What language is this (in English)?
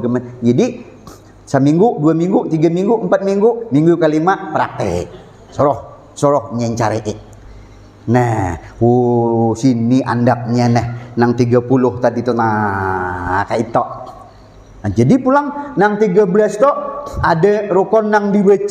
Banjar